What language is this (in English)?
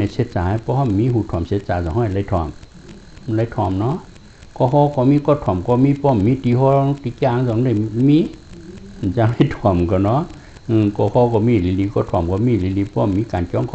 Shan